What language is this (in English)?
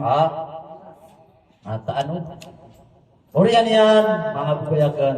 Maranao